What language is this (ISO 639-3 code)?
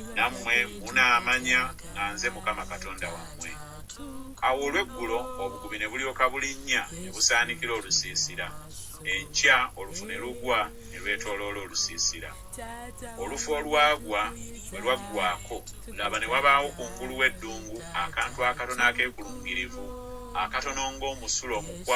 lug